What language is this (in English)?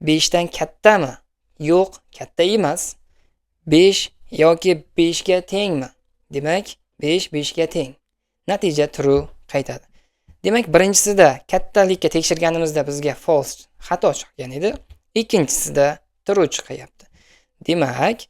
Uzbek